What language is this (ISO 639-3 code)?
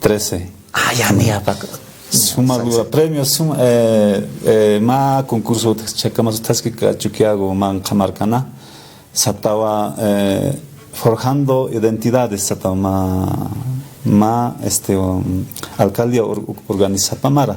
aym